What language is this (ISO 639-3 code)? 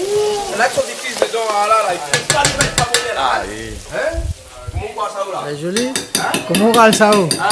rcf